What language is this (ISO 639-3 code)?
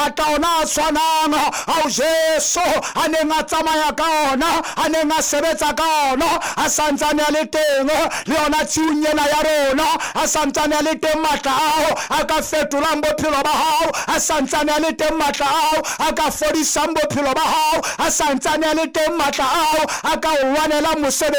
sot